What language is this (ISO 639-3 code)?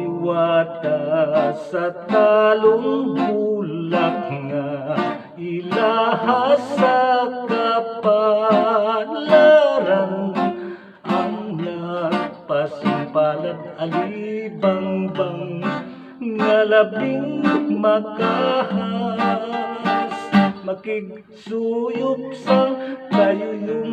hil